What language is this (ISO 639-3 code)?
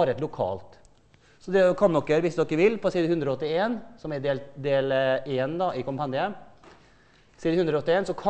nor